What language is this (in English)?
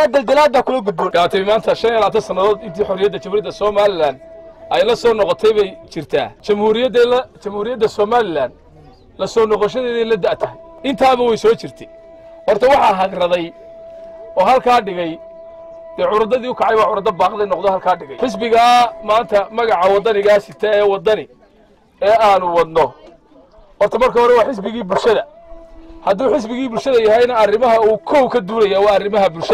Somali